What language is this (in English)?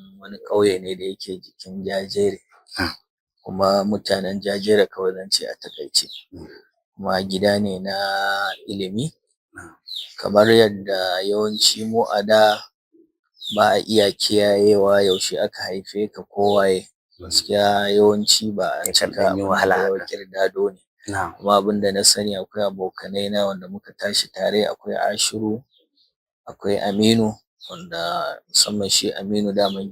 Hausa